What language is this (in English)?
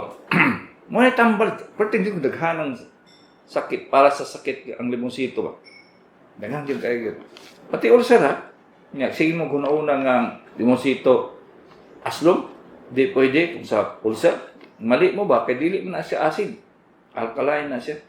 Cebuano